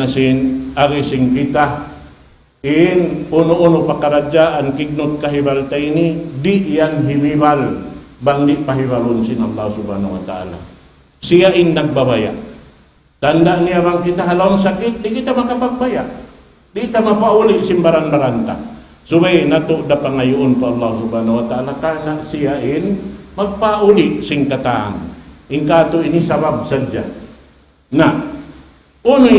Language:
Tausug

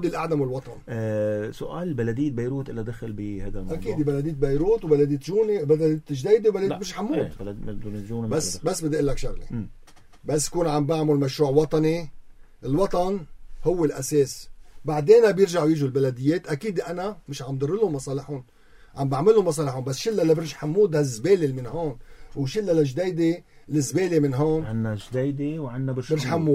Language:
North Levantine Arabic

